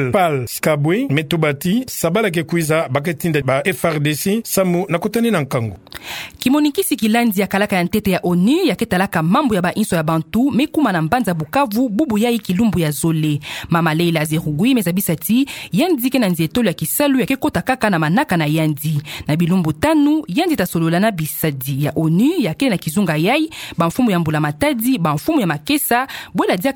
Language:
Kituba (Democratic Republic of Congo)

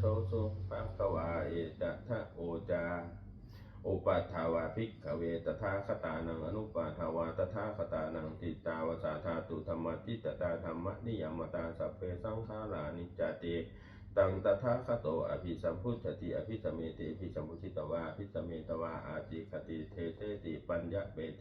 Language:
Pali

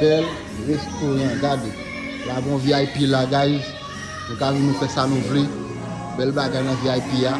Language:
Haitian Creole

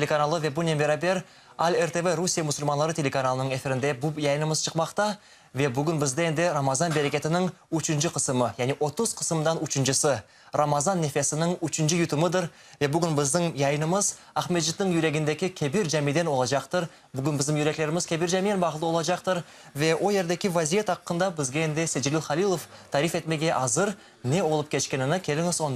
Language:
Crimean Tatar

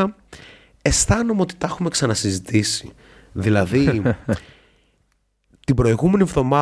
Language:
Greek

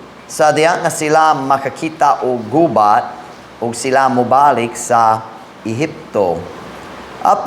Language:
Cebuano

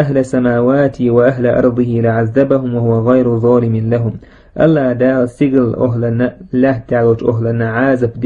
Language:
Chechen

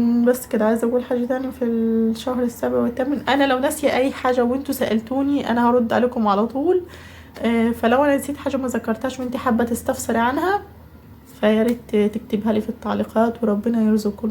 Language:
Egyptian Arabic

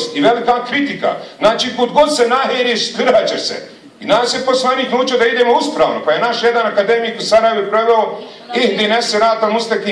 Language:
Bosnian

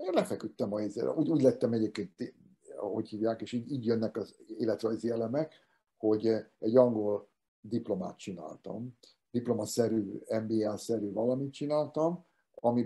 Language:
Hungarian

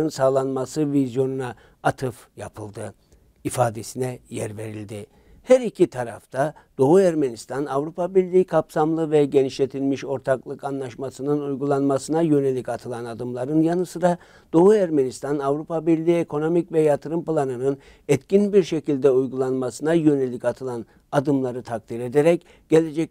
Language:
Turkish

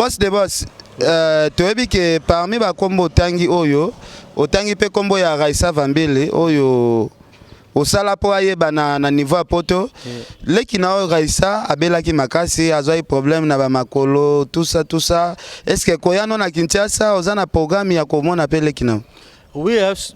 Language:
Lingala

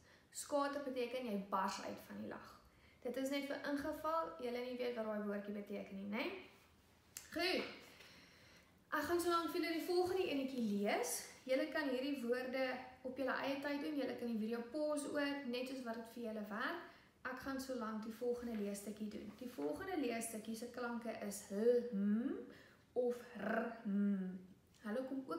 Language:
Afrikaans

